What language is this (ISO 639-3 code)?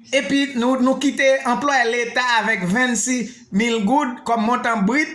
hat